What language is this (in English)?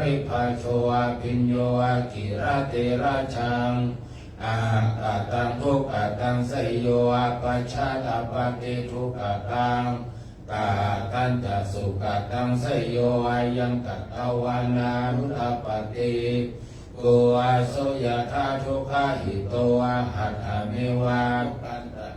Pali